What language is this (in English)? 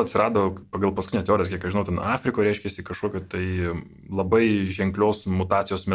Lithuanian